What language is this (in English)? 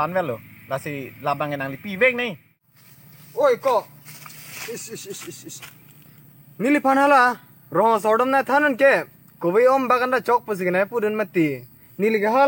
Karbi